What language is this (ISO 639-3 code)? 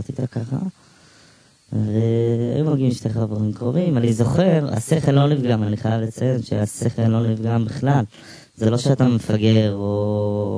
heb